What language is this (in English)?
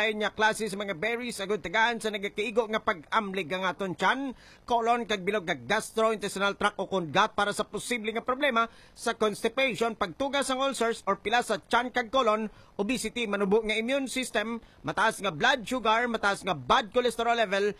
Hiligaynon